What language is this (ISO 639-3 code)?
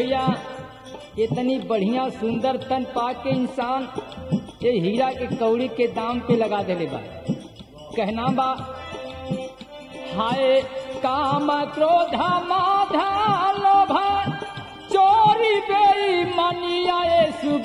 bho